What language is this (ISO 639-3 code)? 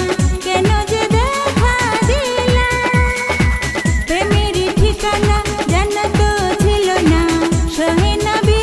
ben